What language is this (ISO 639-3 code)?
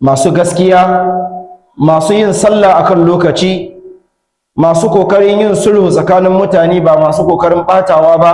hau